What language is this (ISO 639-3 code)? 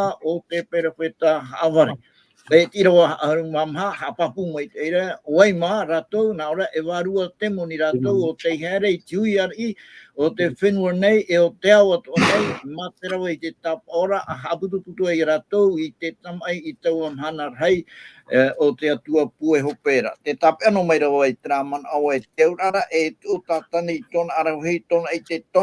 tah